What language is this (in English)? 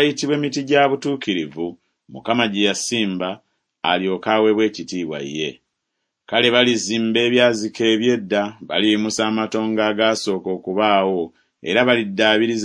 Ganda